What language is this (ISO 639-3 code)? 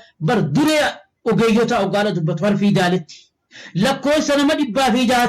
orm